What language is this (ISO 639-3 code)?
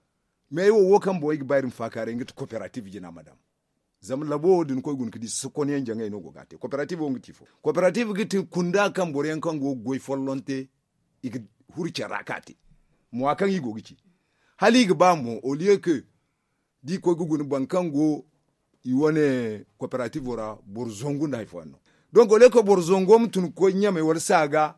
dje